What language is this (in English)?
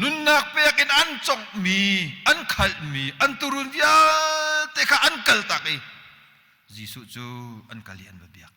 Hakha Chin